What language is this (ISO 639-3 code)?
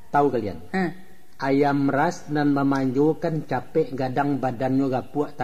min